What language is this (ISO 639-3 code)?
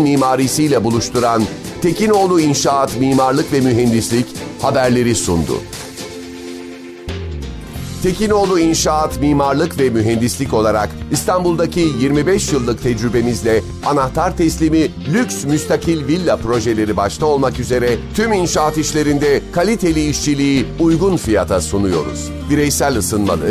tur